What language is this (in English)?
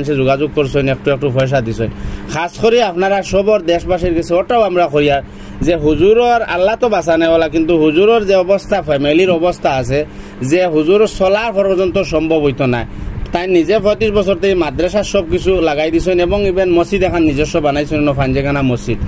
Sylheti